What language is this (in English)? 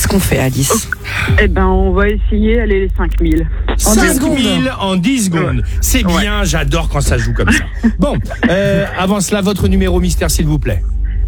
French